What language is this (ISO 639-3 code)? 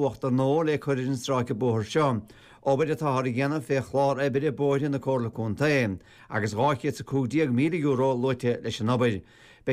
gle